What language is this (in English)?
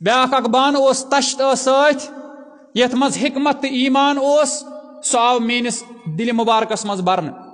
Kashmiri